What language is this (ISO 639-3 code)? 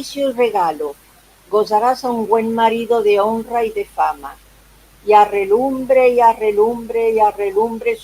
lad